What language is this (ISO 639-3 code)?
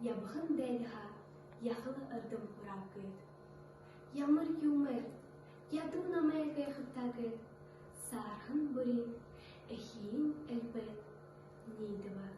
bua